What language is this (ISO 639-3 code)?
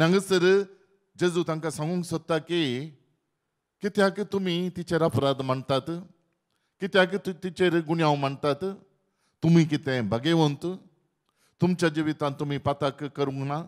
kok